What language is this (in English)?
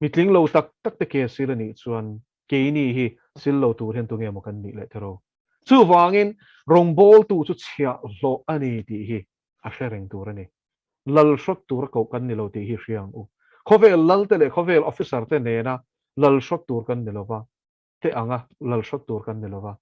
Mizo